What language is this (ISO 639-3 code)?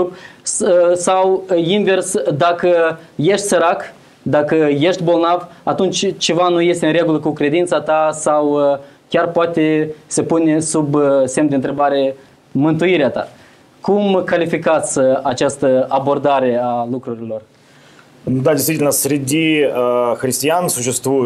ron